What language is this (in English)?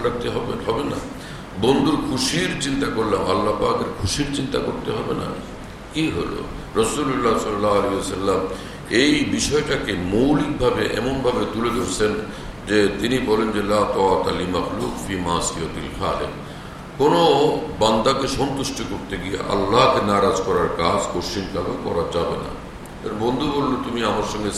Bangla